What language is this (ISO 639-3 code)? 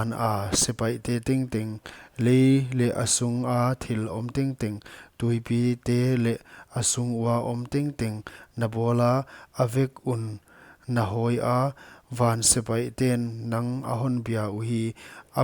pck